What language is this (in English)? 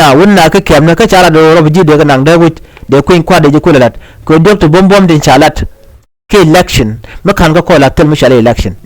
Nuer